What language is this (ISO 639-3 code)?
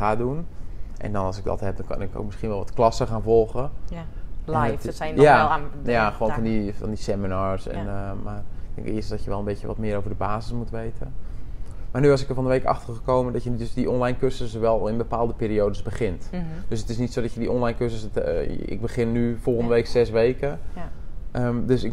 nld